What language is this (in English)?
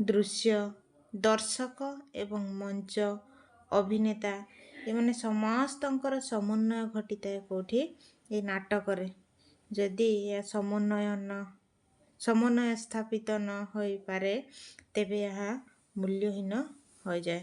Odia